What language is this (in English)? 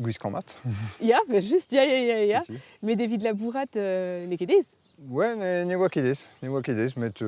Breton